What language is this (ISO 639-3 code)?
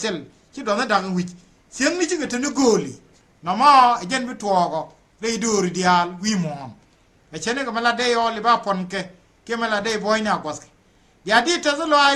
nus